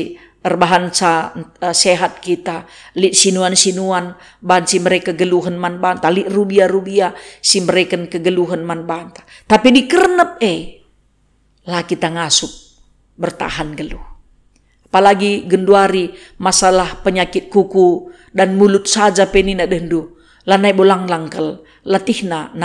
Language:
Batak Karo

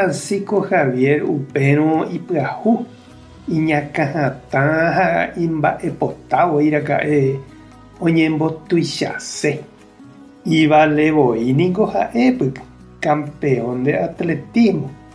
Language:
Guarani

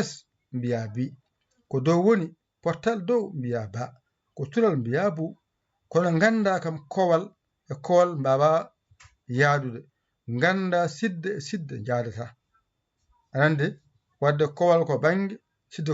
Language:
Fula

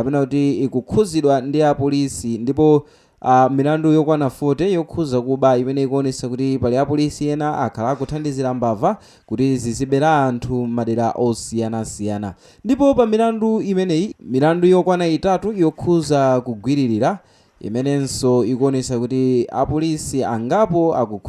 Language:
Nyanja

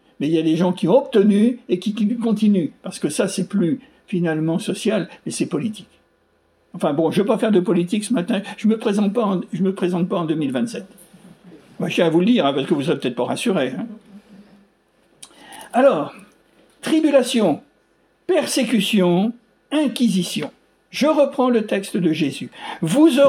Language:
French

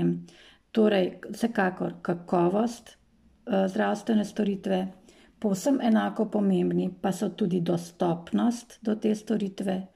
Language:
Slovenian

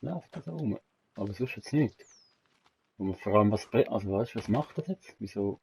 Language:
Swiss German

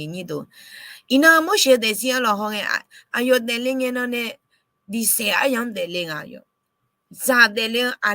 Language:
Akha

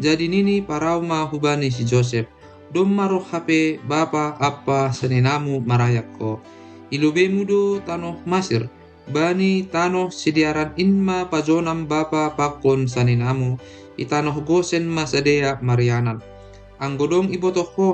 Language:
Batak Simalungun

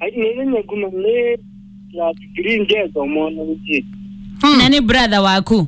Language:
Kamba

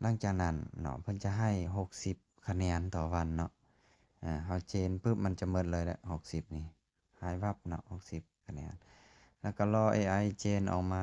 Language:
Lao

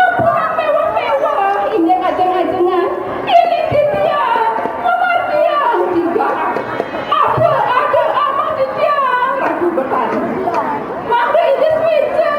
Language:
Balinese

